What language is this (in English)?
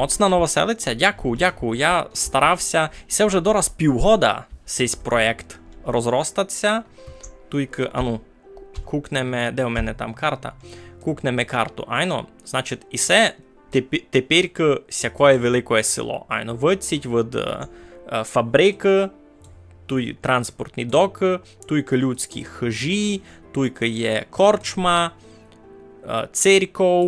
Rusyn